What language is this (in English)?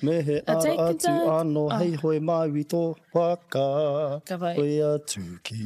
Māori